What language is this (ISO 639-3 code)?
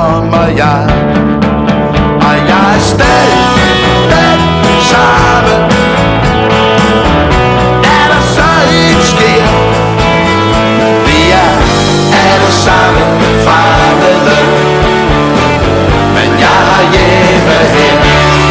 dan